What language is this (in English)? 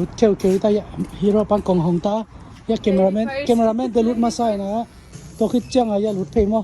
Tedim Chin